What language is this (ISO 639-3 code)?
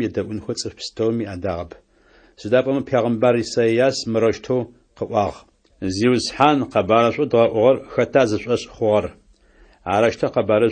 ady